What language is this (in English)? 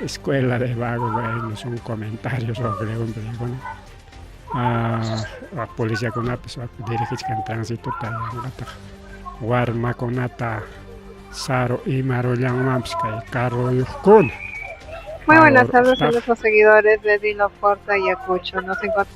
Ayacucho Quechua